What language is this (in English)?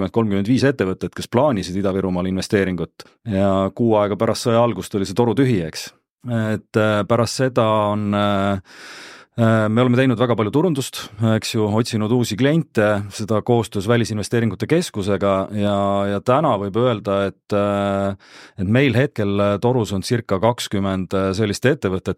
Estonian